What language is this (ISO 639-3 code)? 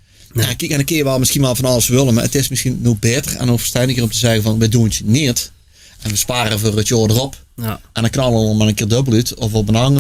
lim